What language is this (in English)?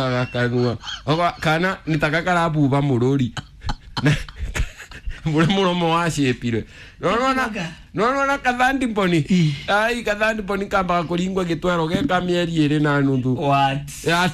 Kikuyu